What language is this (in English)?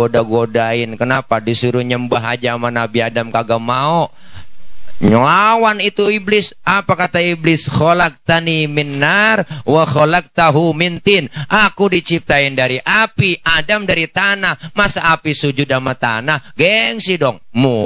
Betawi